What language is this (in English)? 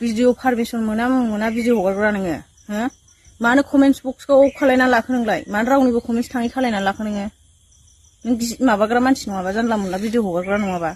Bodo